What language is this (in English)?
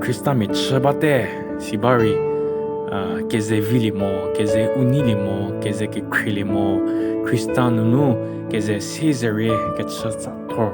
Angami Naga